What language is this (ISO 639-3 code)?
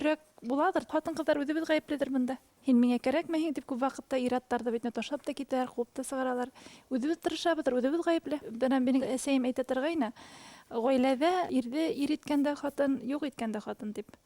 bak